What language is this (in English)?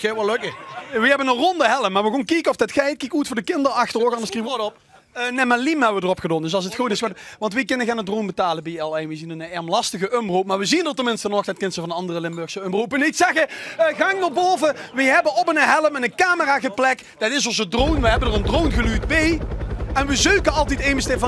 Limburgish